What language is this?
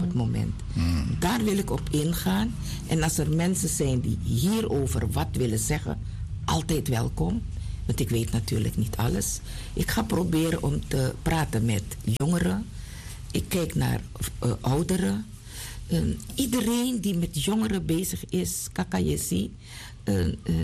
Dutch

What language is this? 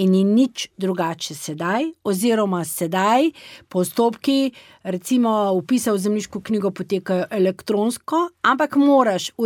Slovenian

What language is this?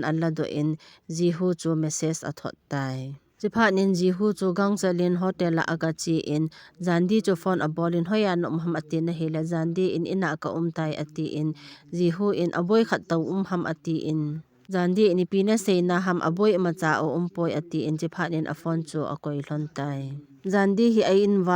Thado Chin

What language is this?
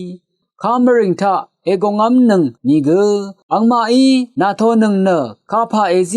Rawang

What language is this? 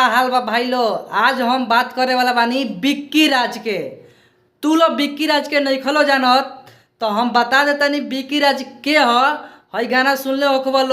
Bhojpuri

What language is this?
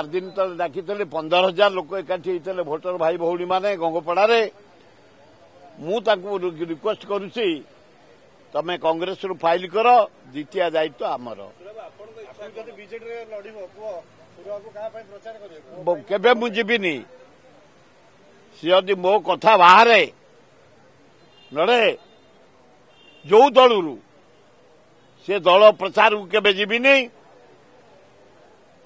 Odia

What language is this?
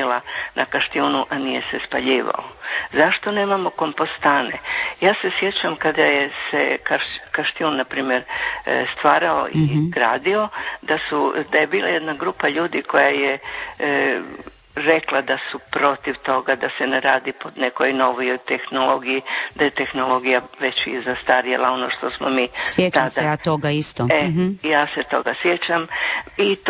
Croatian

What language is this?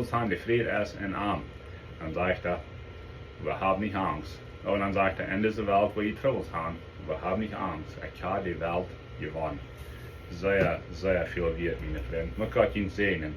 Plautdietsch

